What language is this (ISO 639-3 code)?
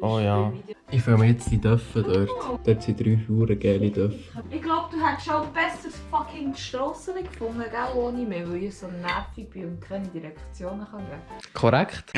gsw